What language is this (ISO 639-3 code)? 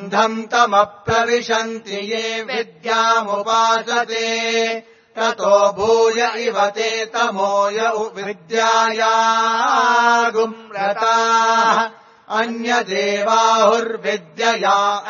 san